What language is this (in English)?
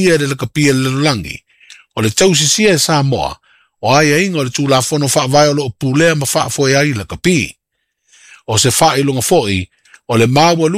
Samoan